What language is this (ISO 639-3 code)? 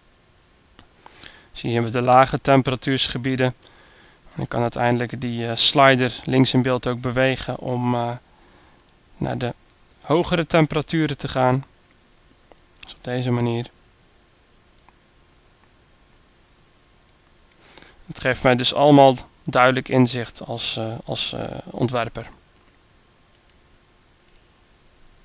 nld